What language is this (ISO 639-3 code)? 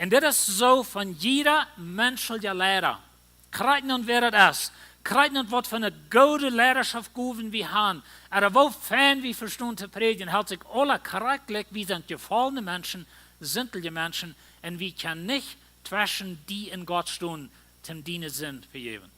pdt